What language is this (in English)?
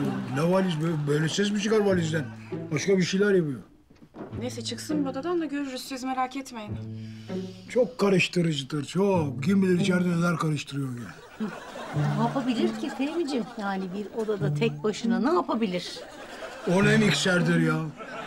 Turkish